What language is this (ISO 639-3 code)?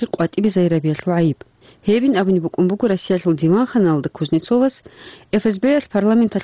ava